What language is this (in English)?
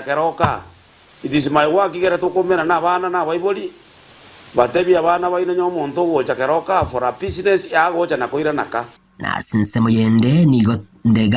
Gusii